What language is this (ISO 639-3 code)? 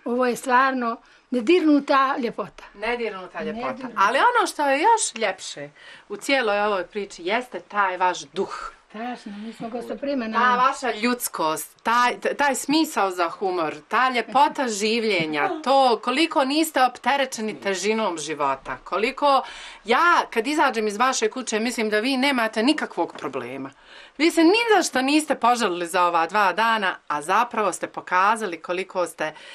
bos